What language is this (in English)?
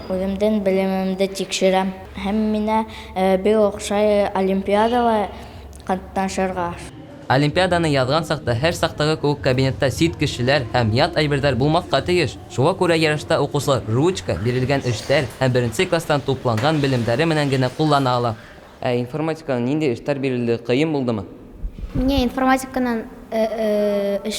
Bashkir